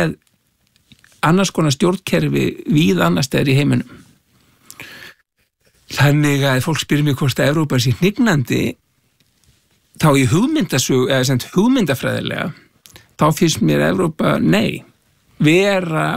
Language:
Icelandic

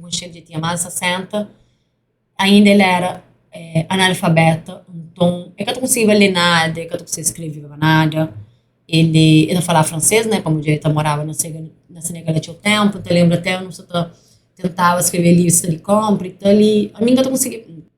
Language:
Kabuverdianu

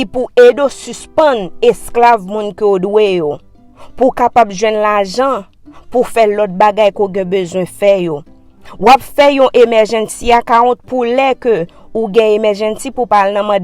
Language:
Haitian Creole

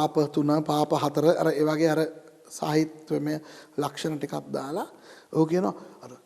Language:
Sinhala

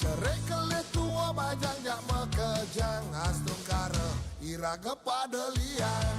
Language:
Balinese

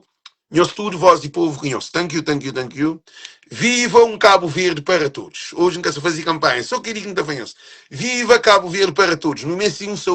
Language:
Kabuverdianu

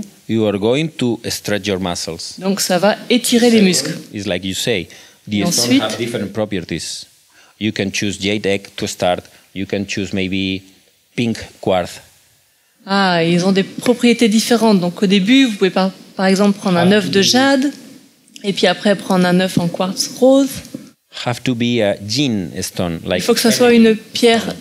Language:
French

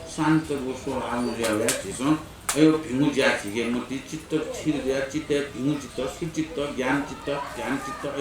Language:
Newari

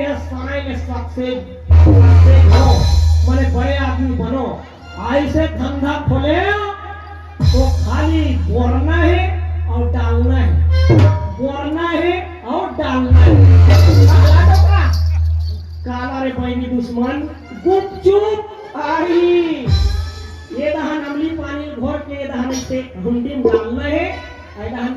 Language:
Chhattisgarhi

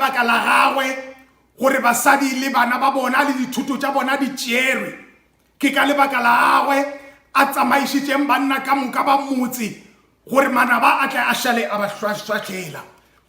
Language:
Northern Sotho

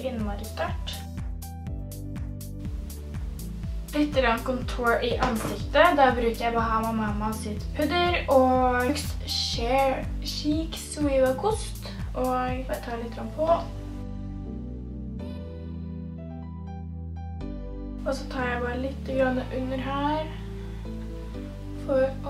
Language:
Norwegian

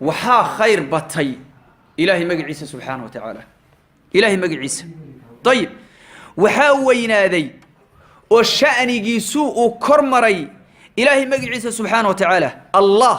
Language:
Somali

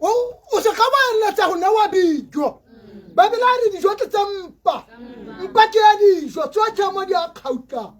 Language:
Tswana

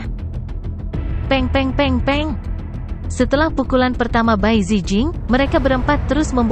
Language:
Indonesian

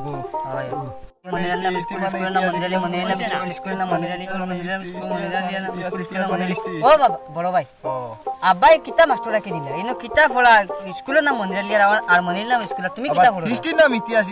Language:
Sylheti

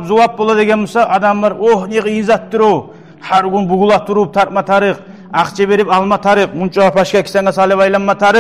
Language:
Kumyk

